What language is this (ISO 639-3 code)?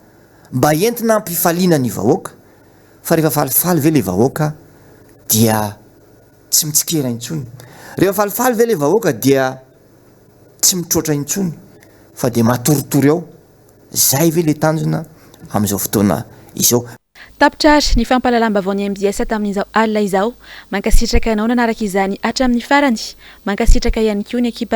mlg